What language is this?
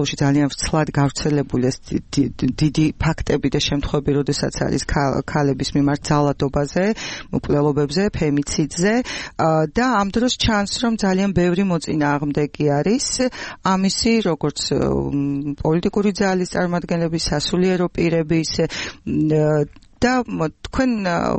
Georgian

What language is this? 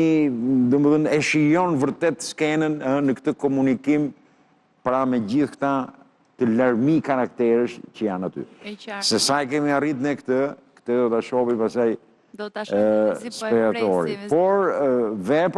Albanian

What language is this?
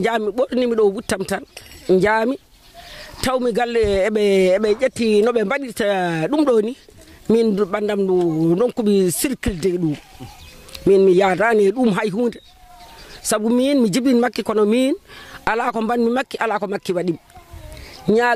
Fula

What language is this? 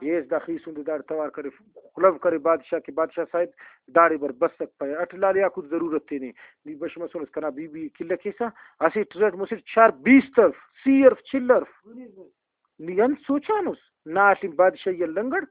Brahui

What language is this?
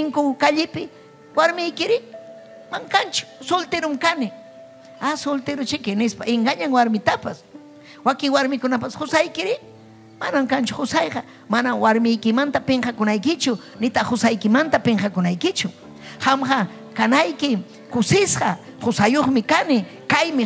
Ayacucho Quechua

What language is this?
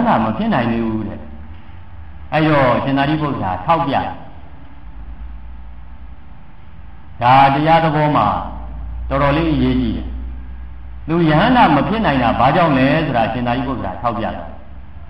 Burmese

